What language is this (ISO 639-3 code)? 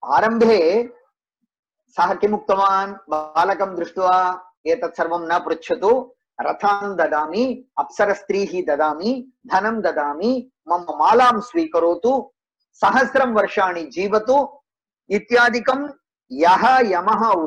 san